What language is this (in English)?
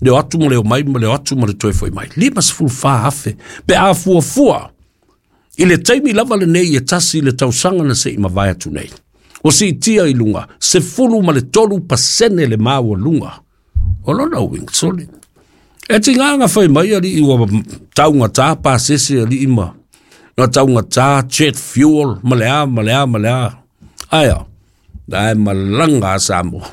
Samoan